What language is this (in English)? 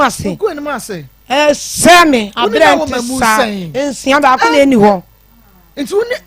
Akan